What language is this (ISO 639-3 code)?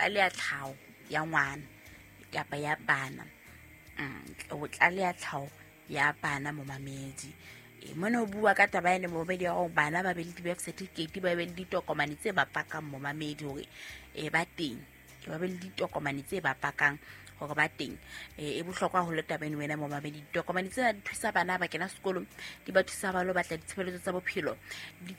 sot